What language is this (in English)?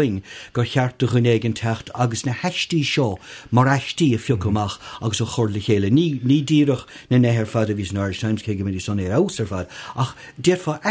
Irish